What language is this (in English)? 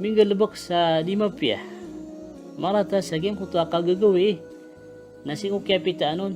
Maranao